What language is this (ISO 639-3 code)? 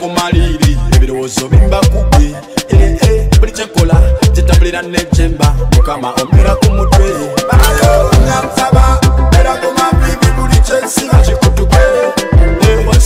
lug